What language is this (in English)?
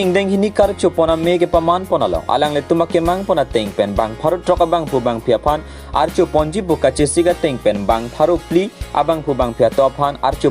Karbi